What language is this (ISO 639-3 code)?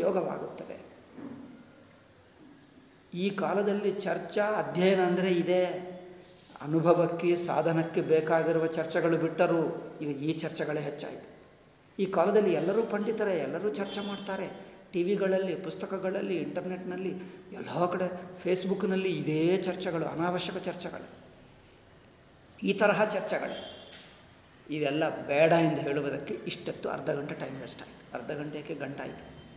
kan